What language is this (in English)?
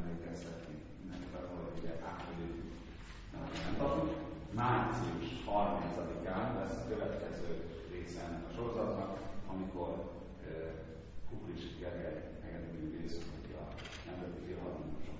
Hungarian